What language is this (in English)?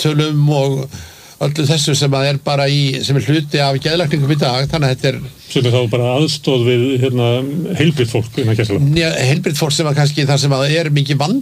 Icelandic